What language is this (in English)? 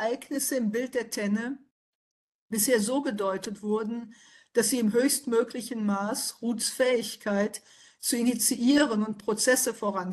German